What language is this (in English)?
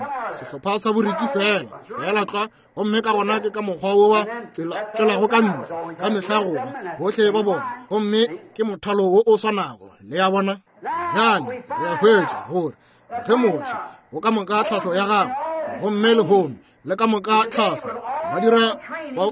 Northern Sotho